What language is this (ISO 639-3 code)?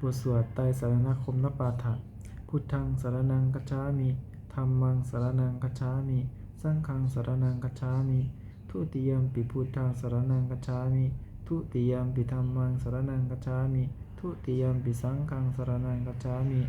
pli